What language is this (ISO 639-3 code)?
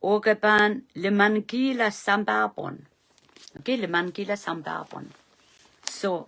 pon